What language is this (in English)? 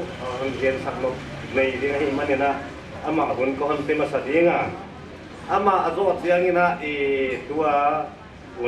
Paite Chin